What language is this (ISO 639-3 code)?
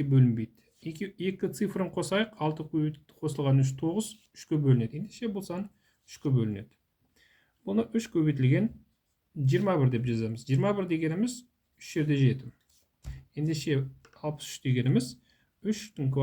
kaz